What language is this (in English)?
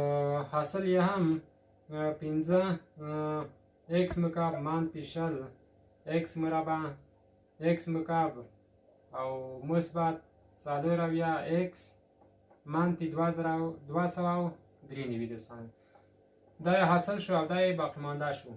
Pashto